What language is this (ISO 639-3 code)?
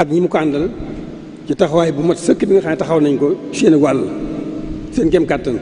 wol